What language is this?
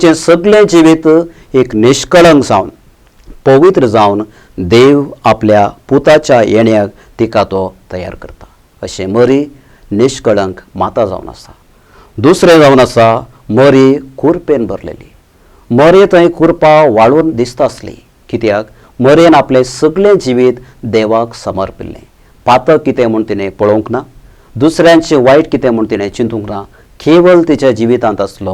Konkani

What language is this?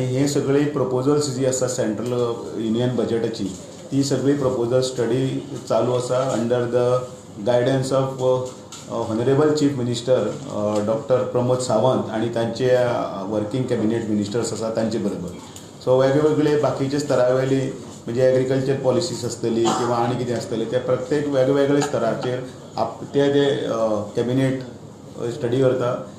Konkani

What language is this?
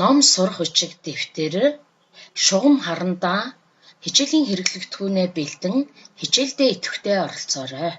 Mongolian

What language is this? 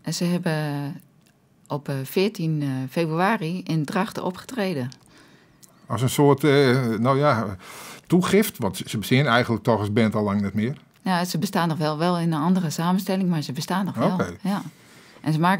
Western Frisian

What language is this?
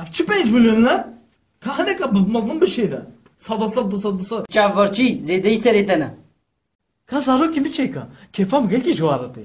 Kurdish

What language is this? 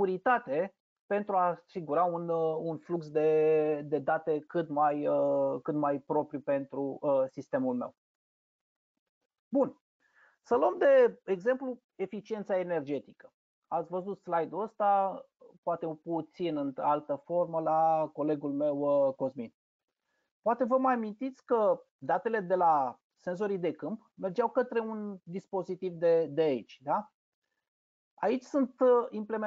Romanian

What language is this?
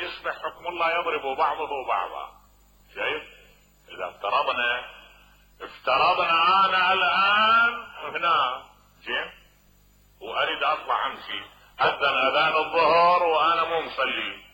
Mesopotamian Arabic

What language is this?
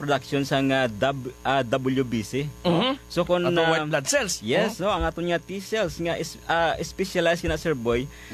Hiligaynon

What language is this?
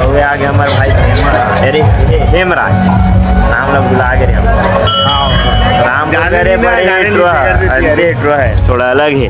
Chhattisgarhi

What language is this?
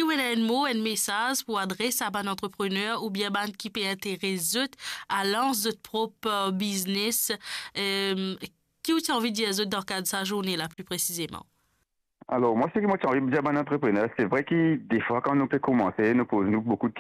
Morisyen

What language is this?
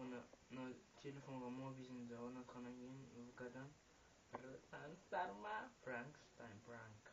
Kazakh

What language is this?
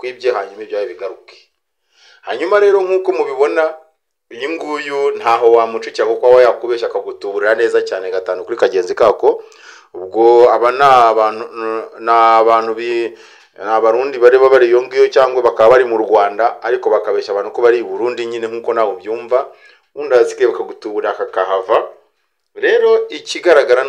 Kinyarwanda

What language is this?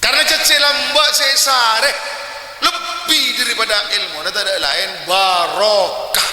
Madurese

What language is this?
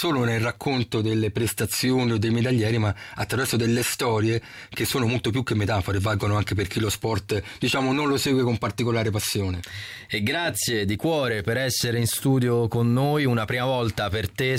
Italian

